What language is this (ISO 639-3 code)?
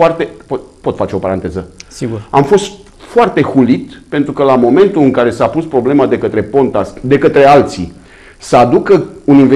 ron